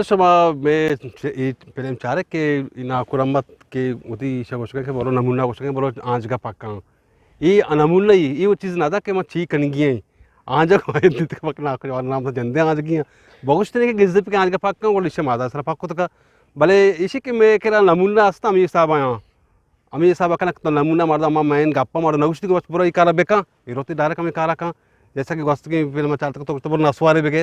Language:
Eastern Balochi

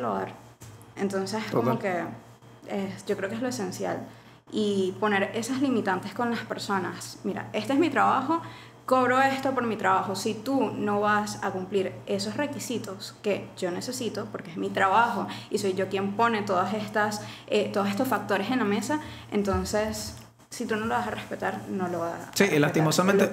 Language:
Spanish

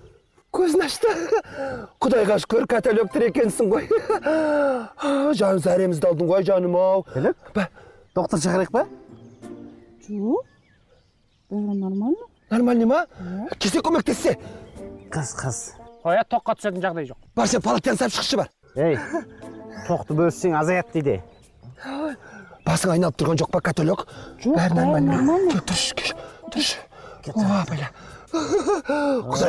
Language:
Kazakh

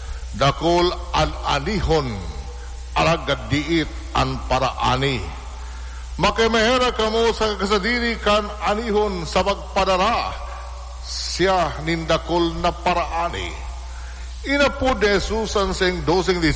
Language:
Bikol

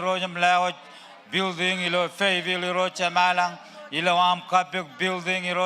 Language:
Marshallese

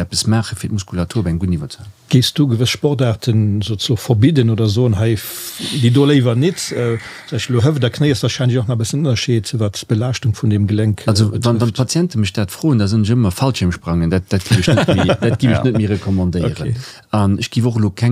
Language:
Luxembourgish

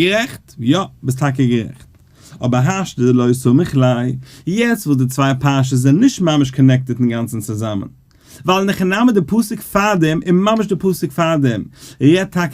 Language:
Yiddish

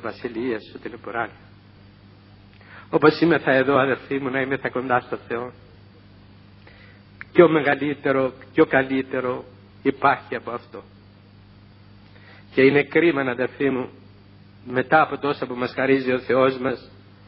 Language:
Greek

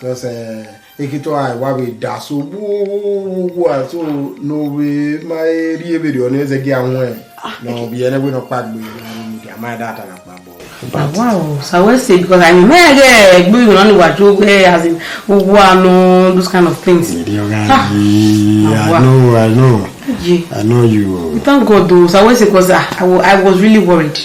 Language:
Bini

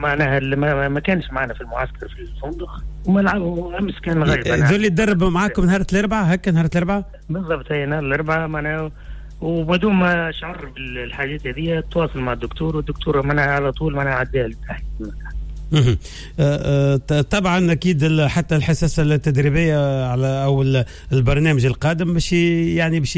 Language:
Tunisian Arabic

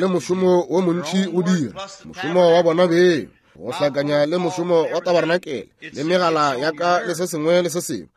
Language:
Northern Sotho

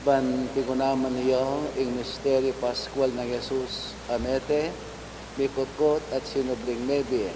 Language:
Pampanga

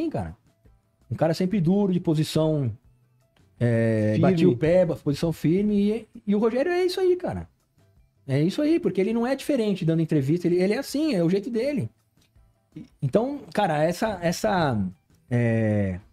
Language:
Portuguese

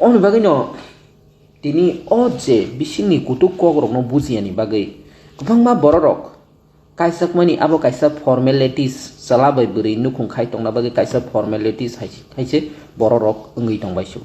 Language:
Kok Borok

